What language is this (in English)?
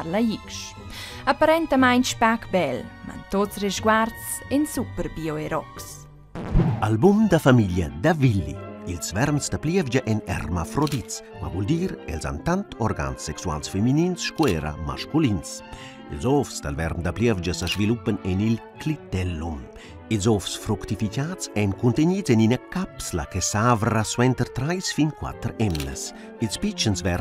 Romansh